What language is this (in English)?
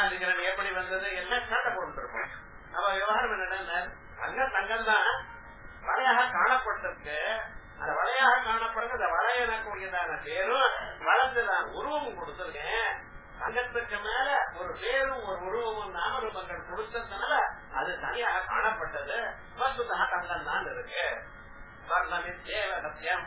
Tamil